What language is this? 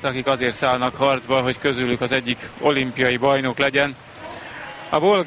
Hungarian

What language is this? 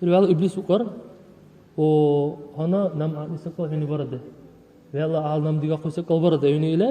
Dargwa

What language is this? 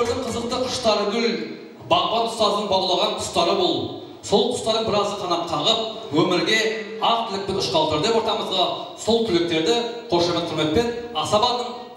Kara-Kalpak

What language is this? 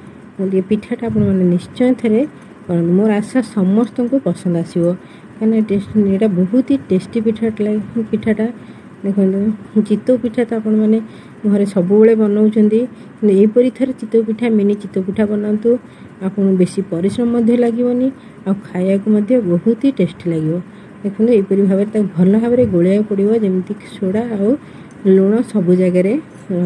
Odia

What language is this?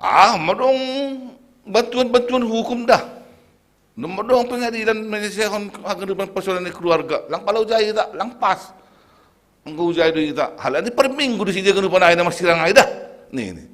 Batak Simalungun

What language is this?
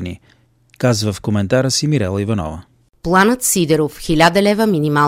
Bulgarian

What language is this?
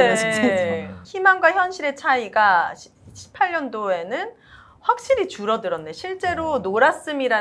Korean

